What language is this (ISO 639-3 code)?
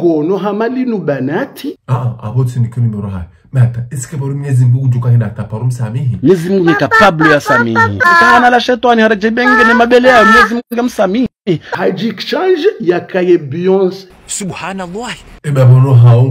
zdj